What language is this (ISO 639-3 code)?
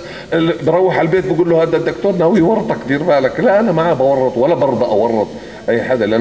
apc